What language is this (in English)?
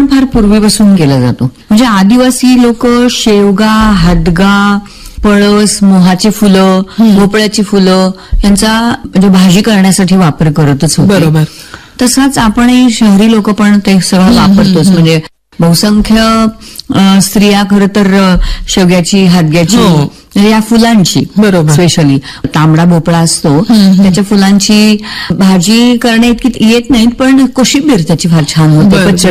Marathi